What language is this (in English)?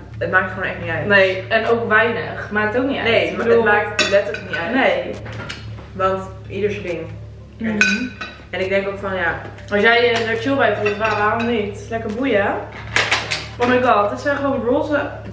Dutch